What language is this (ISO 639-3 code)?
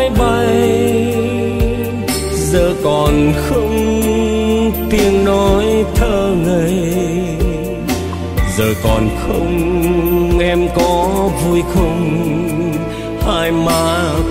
vie